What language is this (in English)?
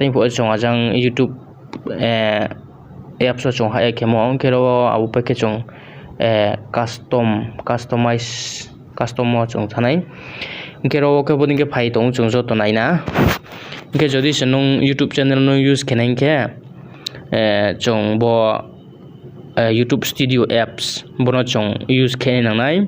Riang (India)